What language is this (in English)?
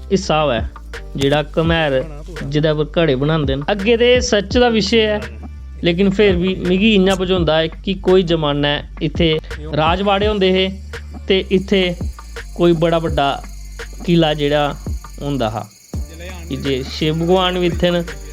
Dogri